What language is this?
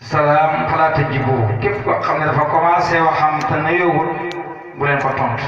Wolof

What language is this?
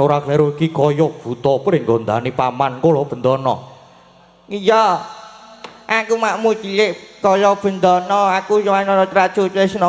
Javanese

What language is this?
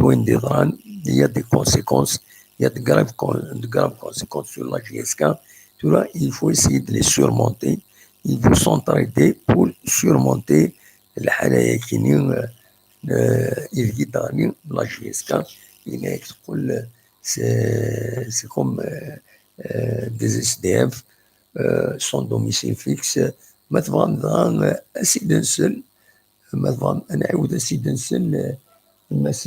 Kabyle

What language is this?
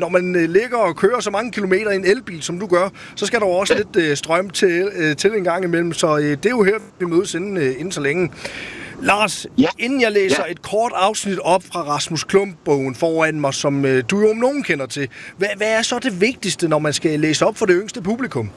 Danish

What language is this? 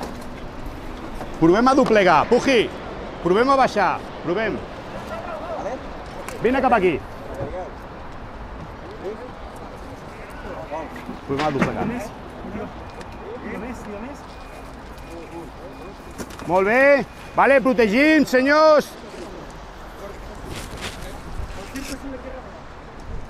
Catalan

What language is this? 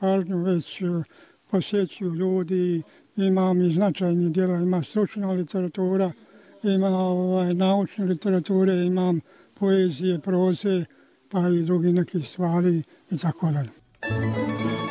Bosnian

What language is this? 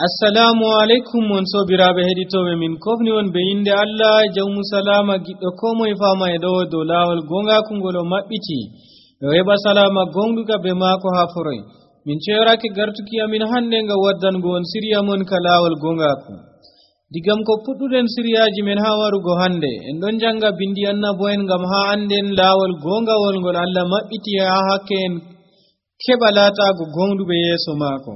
Nigerian Fulfulde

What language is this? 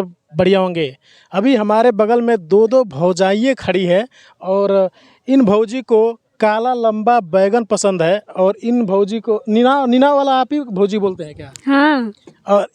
Bhojpuri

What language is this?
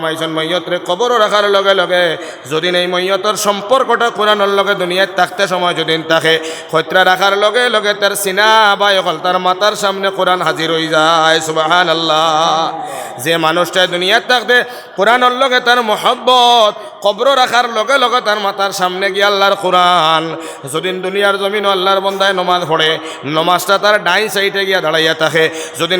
Sylheti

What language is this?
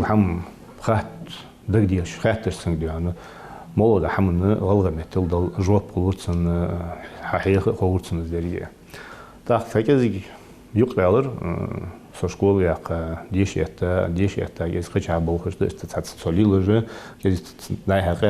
Ingush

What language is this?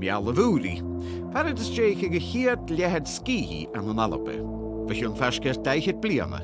Scottish Gaelic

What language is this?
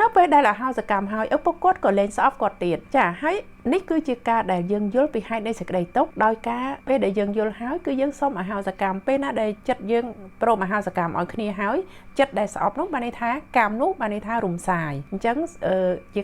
Khmer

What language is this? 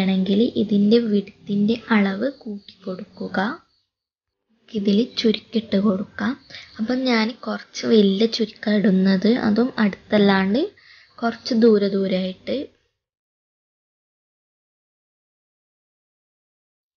Malayalam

